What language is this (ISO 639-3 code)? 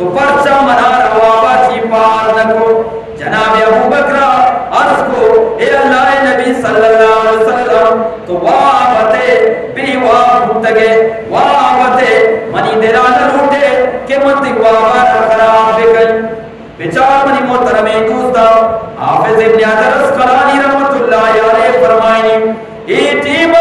bgp